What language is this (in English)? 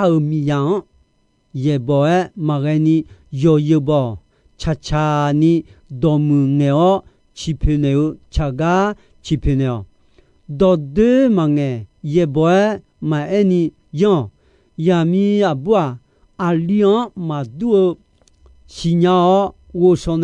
Akha